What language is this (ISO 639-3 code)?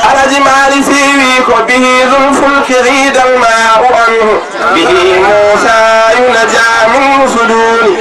ful